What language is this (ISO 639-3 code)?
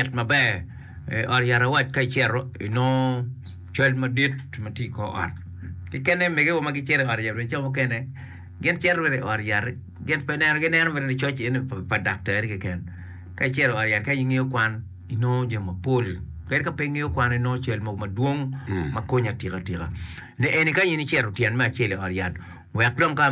ach